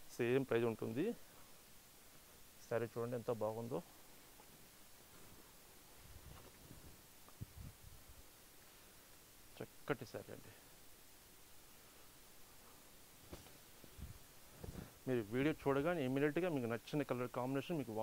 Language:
Telugu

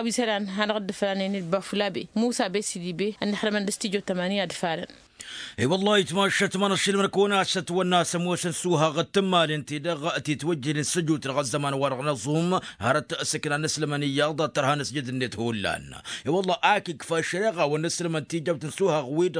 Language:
Tamasheq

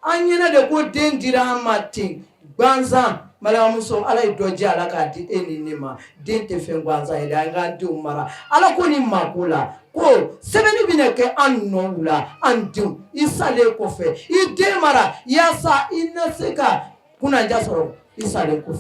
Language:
Bambara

